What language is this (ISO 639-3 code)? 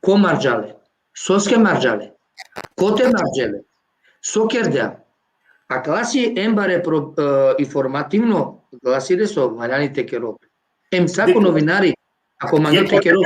rmn